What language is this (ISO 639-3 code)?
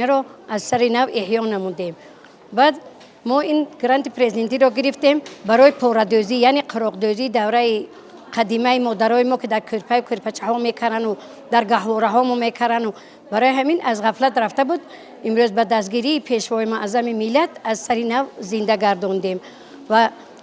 tgk